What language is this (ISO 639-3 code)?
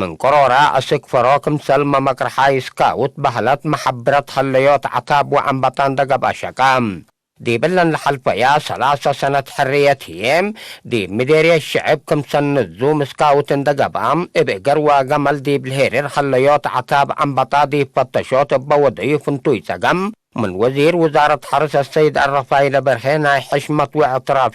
tig